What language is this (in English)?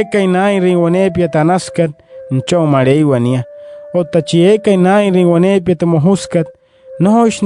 Wayuu